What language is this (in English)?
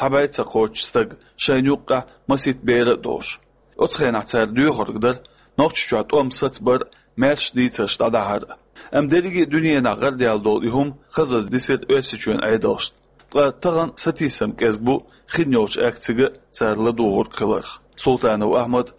Chechen